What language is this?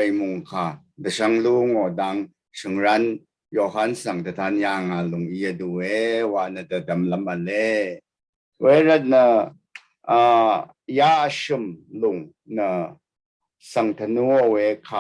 Rawang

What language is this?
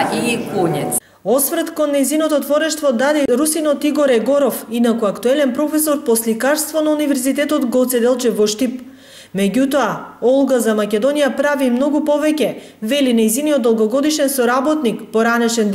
Macedonian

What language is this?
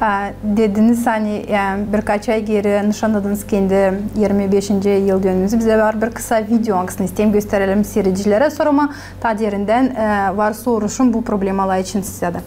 Gagauz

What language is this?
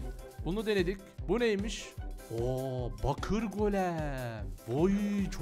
Turkish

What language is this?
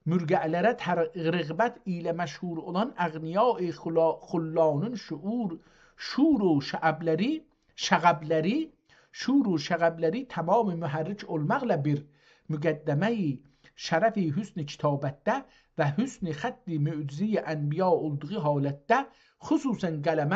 South Azerbaijani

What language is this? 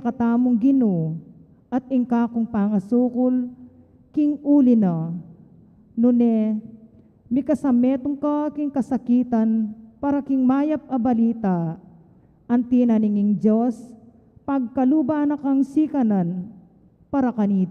Pampanga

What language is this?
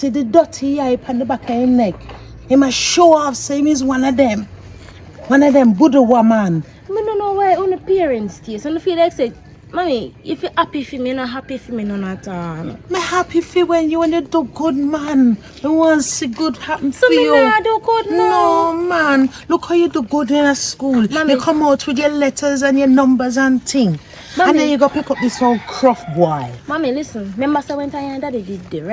Jamaican Creole English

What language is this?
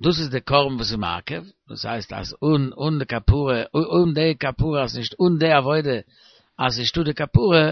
Yiddish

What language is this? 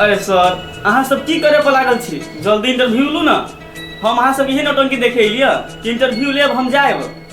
Maithili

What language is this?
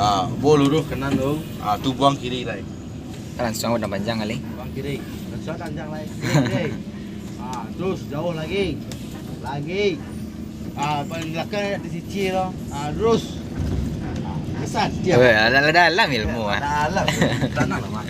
Minangkabau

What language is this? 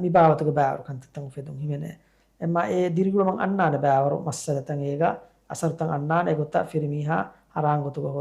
Divehi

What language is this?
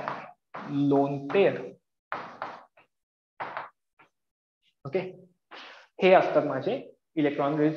Marathi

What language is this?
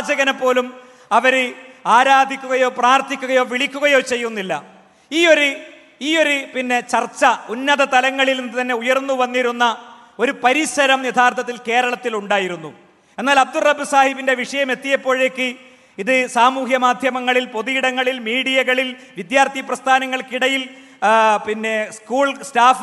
Malayalam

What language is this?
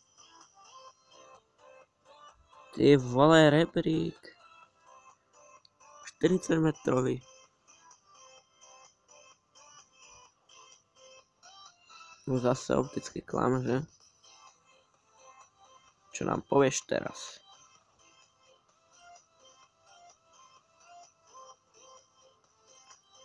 Slovak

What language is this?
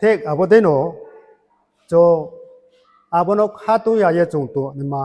Riang (India)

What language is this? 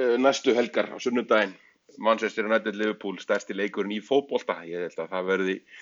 Icelandic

